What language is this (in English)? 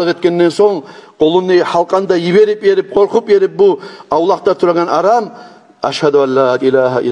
Kumyk